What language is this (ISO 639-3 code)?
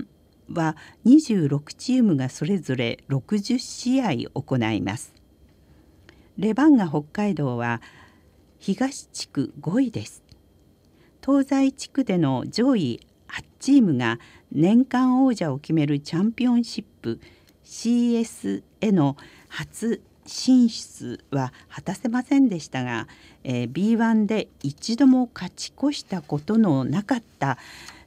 jpn